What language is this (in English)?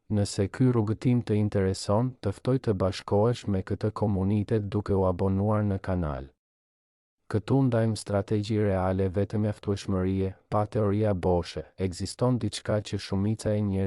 Albanian